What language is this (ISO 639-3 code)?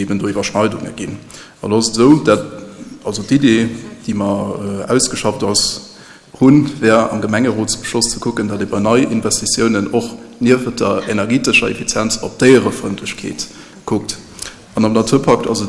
ltz